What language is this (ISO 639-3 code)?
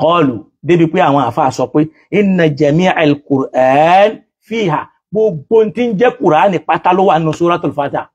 yor